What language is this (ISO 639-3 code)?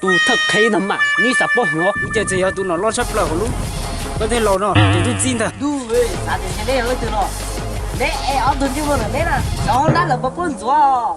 hmn